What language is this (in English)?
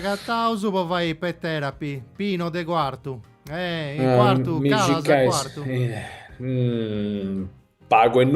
Sardinian